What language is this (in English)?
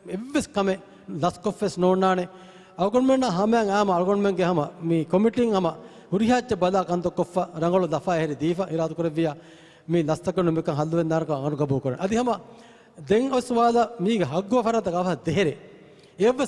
Divehi